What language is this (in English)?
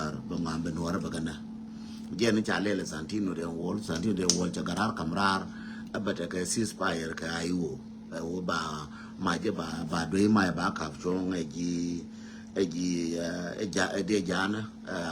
Nuer